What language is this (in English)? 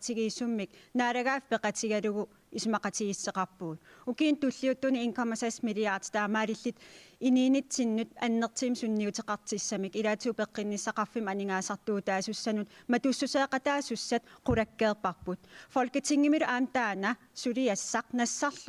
Kalaallisut